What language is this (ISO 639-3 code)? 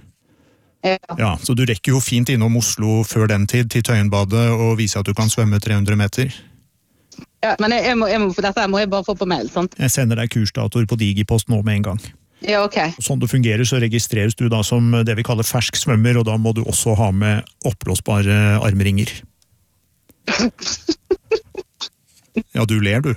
nor